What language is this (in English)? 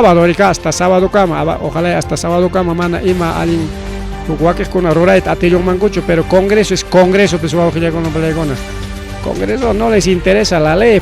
Ayacucho Quechua